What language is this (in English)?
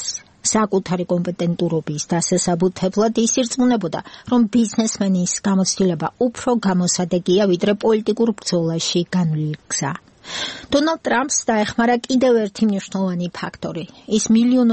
Georgian